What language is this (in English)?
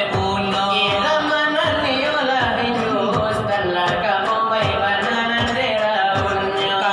Minangkabau